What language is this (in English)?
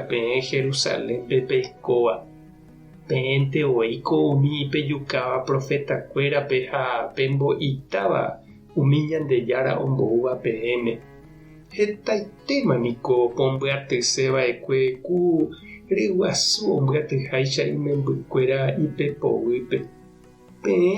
Guarani